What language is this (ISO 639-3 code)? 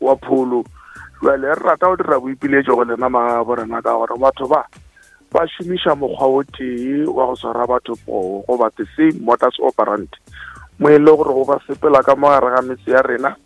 nso